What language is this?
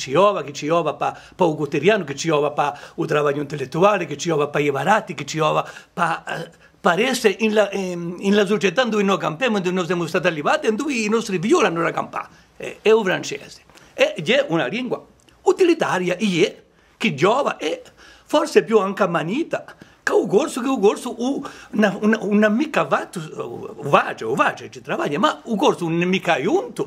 Corsican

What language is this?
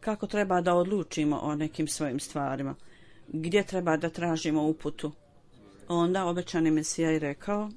Bosnian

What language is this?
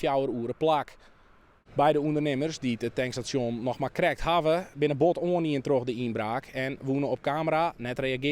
Western Frisian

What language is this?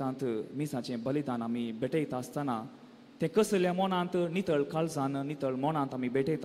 Konkani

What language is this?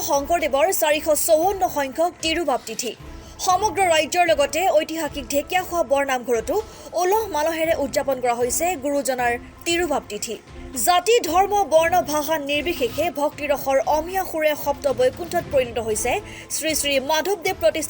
Assamese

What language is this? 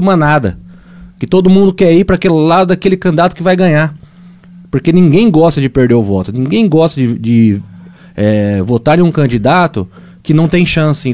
Portuguese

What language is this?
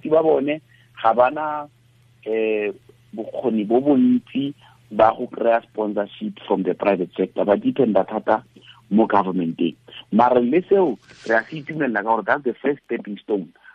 Tswana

